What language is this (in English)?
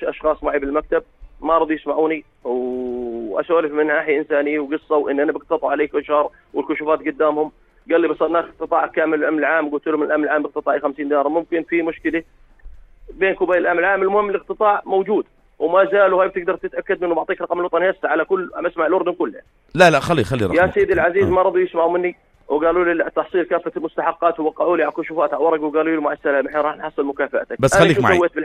North Levantine Arabic